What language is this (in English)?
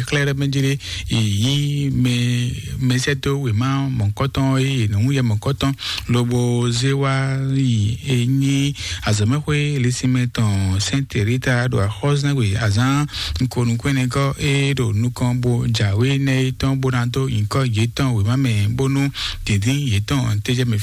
Fon